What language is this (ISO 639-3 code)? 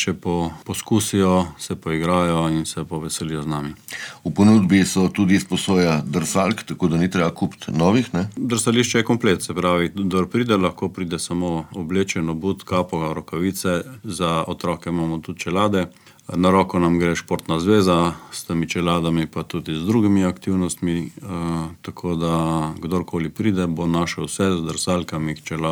slv